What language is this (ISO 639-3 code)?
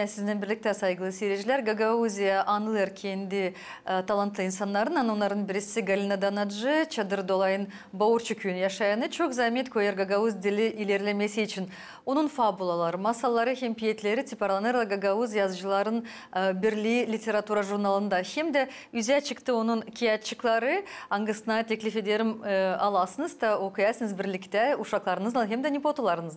gag